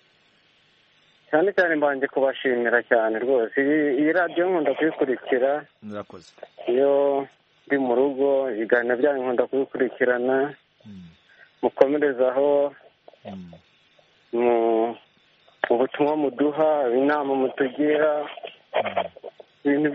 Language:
Kinyarwanda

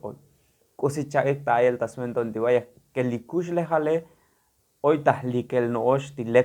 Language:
Tzotzil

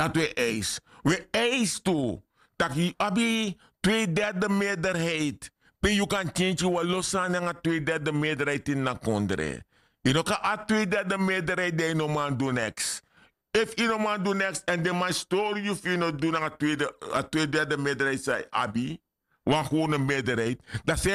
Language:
Sranan Tongo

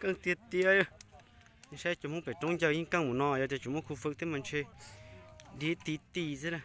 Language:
Hmong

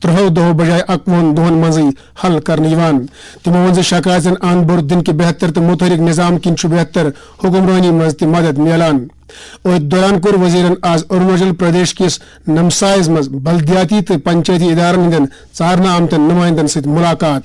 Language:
Kashmiri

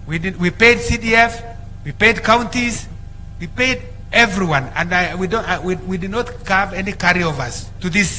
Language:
Gusii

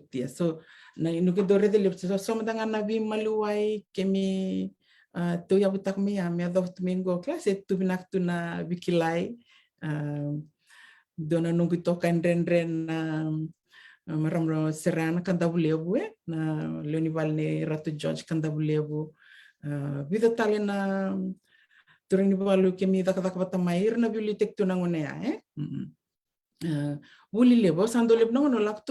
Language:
Fijian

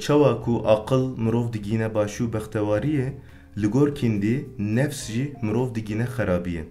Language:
Kurdish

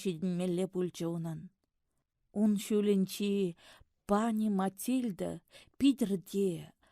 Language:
Chuvash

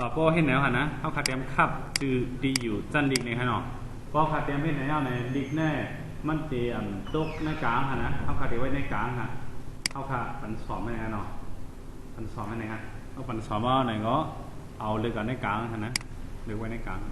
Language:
Shan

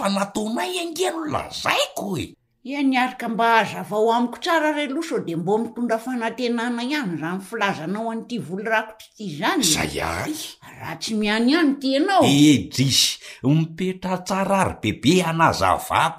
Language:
Malagasy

